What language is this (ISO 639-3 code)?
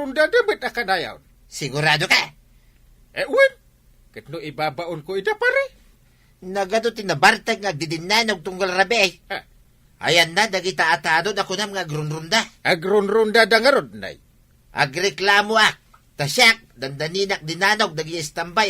ilo